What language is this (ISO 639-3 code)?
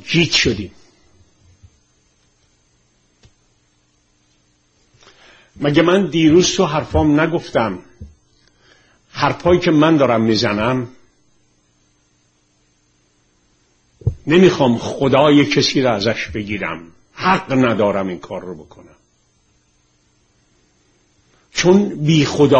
fas